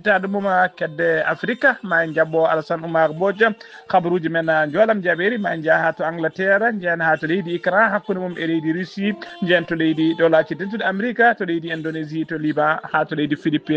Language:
Fula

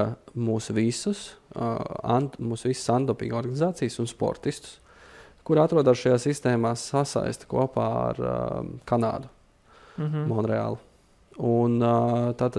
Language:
Latvian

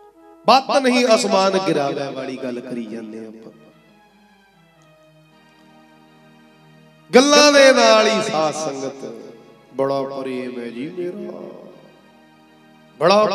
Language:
Punjabi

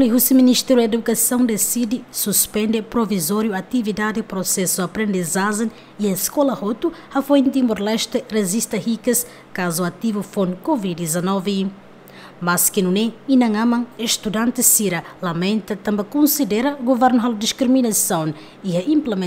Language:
Tetum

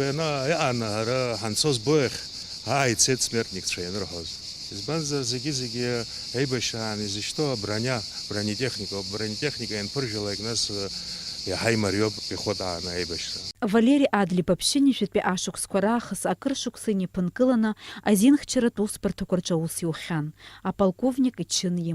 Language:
Abkhazian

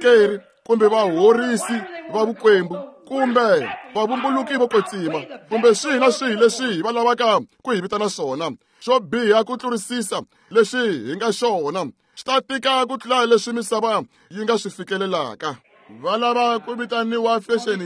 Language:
Tsonga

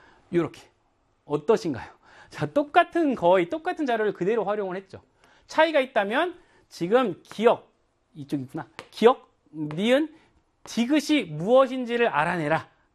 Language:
Korean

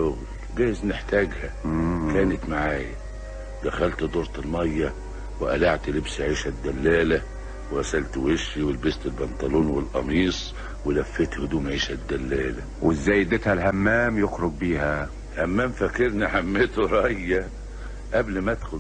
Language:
Egyptian Arabic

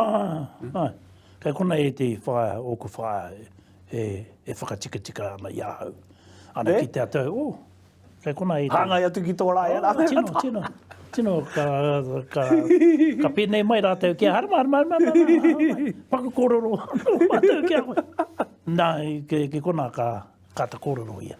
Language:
Māori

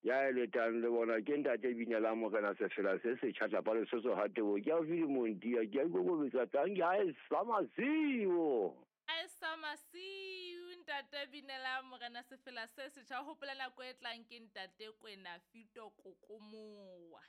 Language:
Southern Sotho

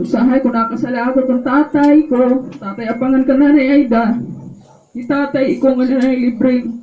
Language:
Waray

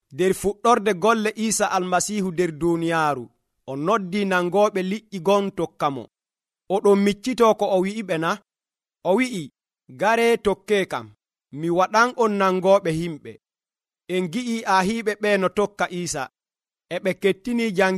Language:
Nigerian Fulfulde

